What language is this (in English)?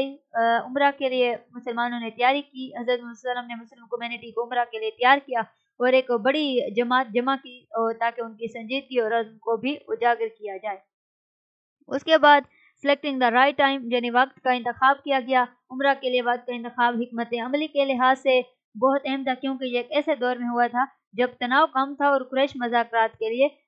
Urdu